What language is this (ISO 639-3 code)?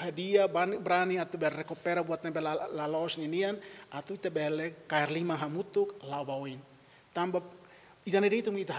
tet